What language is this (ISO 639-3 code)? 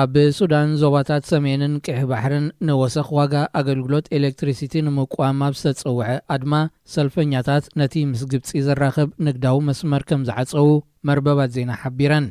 tir